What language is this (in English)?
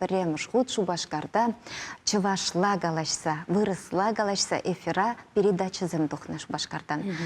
Chuvash